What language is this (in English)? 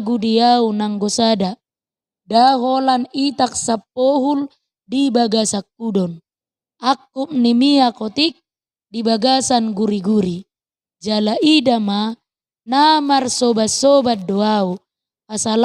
Batak Toba